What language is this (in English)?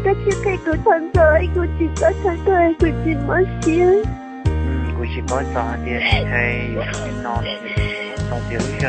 Hmong